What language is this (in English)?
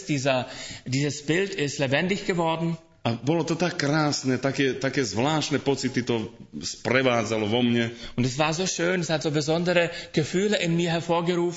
Slovak